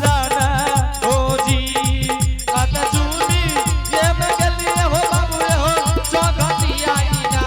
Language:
Angika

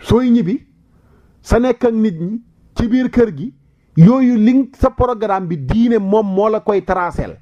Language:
Wolof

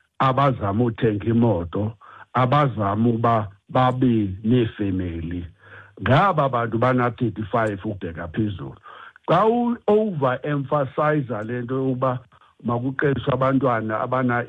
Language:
Xhosa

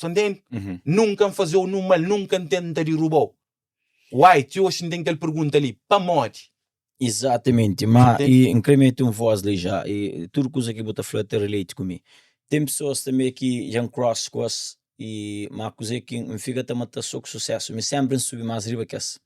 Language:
Kabuverdianu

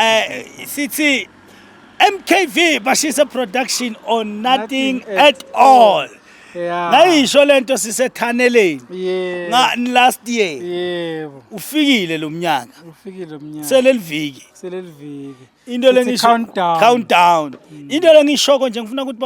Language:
Zulu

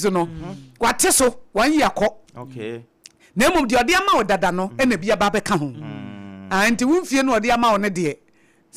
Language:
Akan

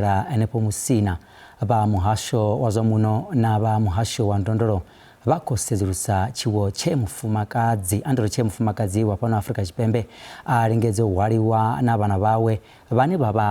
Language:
Venda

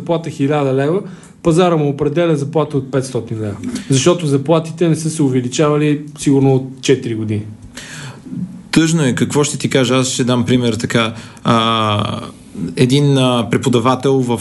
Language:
Bulgarian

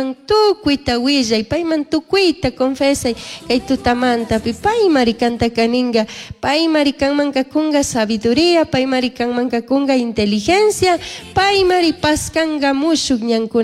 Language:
Chimborazo Highland Quichua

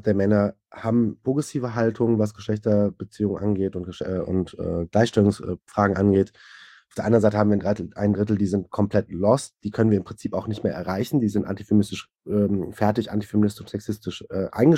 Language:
German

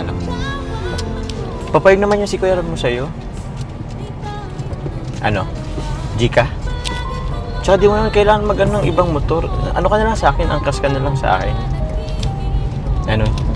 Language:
Filipino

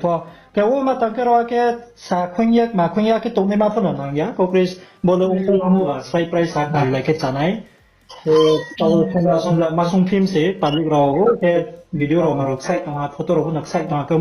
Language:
Riang (India)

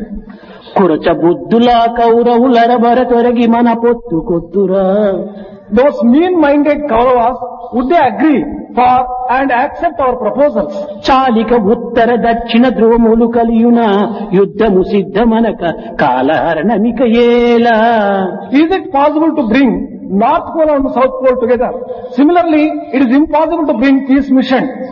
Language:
Telugu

